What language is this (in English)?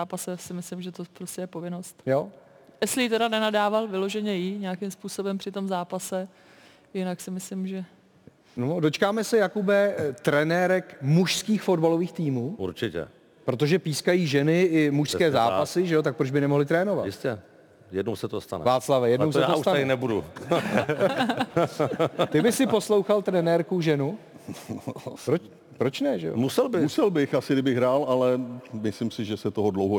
Czech